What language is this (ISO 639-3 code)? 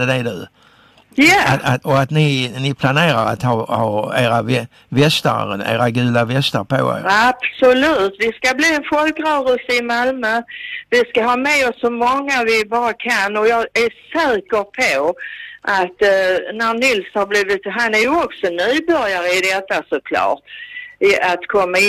swe